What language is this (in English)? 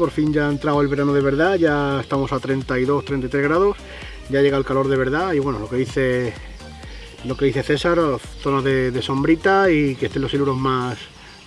Spanish